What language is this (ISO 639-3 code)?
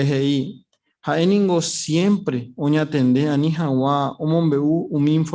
grn